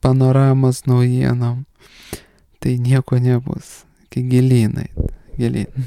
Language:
Lithuanian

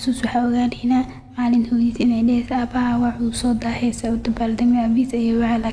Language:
Somali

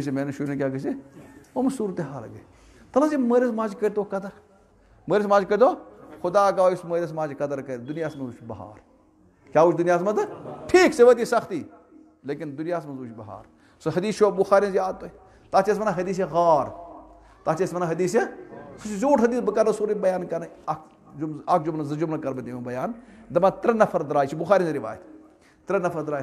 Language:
Kashmiri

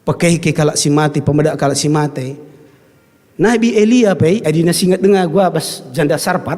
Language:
Batak Karo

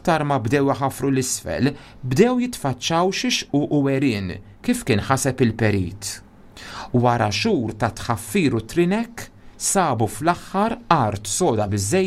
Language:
Maltese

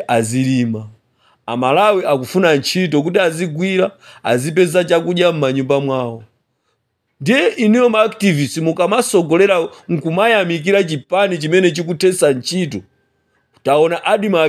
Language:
Nyanja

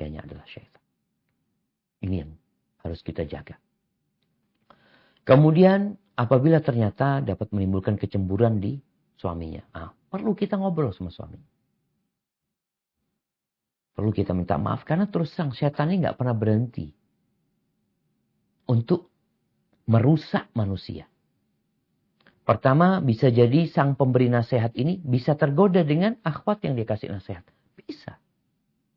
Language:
Indonesian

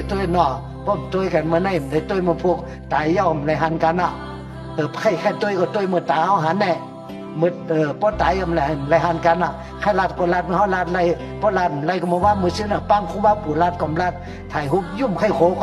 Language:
Shan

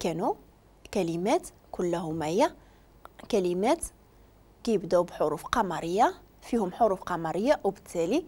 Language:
Moroccan Arabic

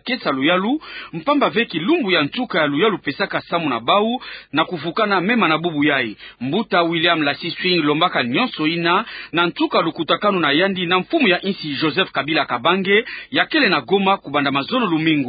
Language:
Kituba (Democratic Republic of Congo)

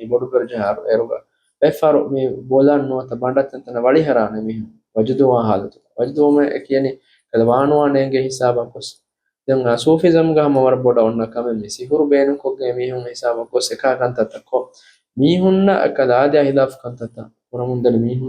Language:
Divehi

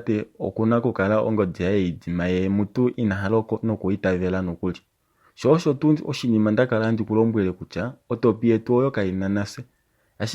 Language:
Kuanyama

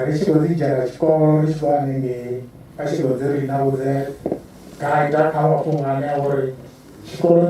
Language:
Venda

